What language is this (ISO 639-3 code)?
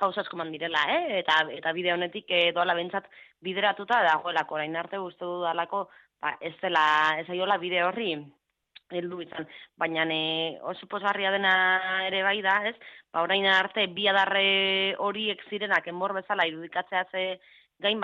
eus